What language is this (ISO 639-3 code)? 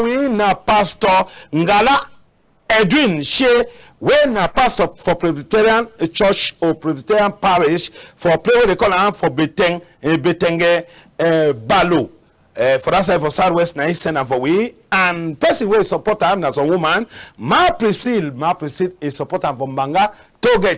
wes